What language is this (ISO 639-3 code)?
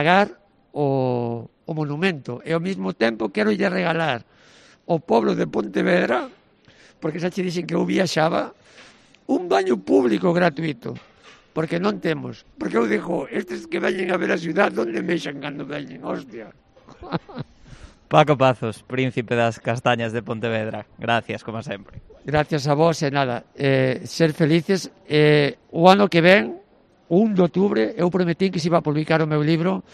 glg